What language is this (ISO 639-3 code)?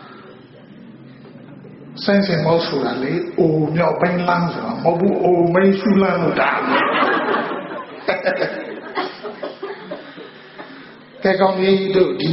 mya